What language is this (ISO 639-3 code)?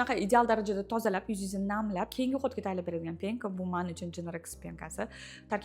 uzb